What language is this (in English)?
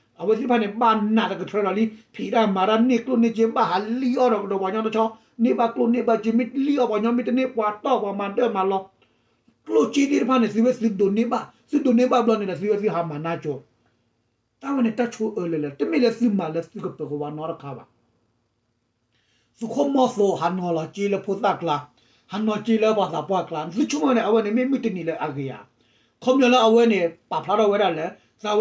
S'gaw Karen